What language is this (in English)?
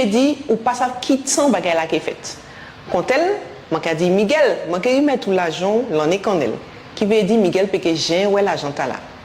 Guadeloupean Creole French